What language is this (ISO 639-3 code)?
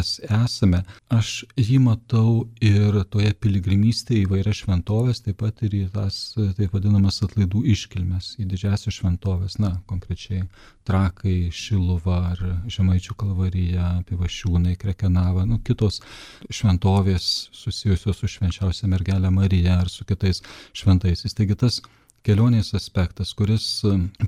lit